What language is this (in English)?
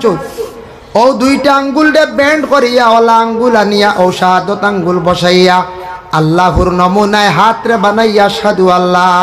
Sylheti